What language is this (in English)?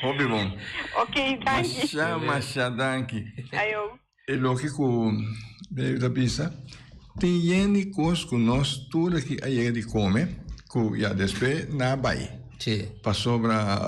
Papiamento